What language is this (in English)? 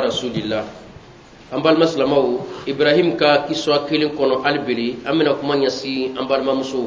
Bambara